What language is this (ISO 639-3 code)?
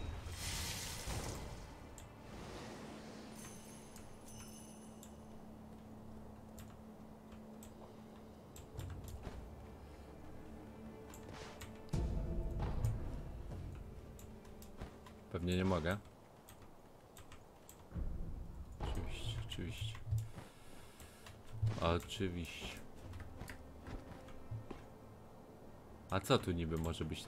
pol